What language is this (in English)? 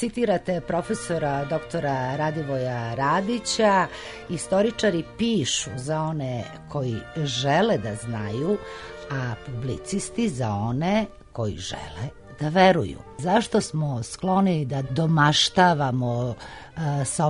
Serbian